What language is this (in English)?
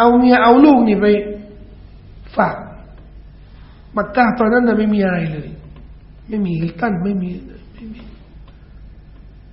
Thai